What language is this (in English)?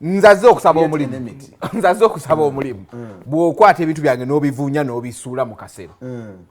Ganda